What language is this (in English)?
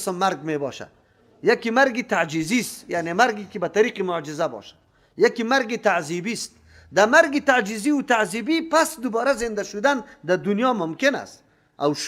Persian